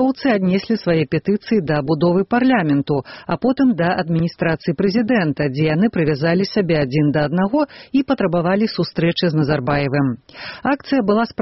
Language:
Belarusian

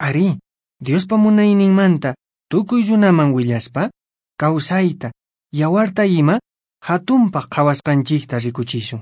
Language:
Quechua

